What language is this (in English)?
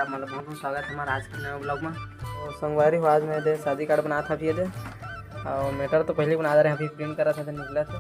Chhattisgarhi